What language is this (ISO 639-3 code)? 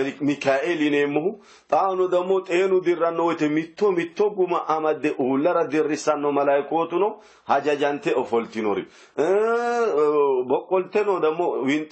sid